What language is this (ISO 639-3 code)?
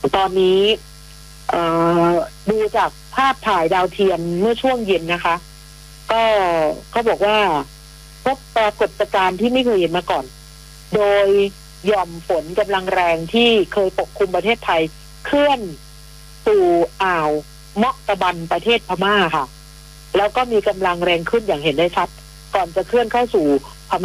tha